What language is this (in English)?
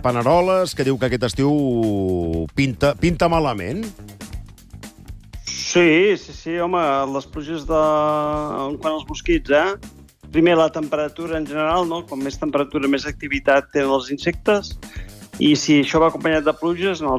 Catalan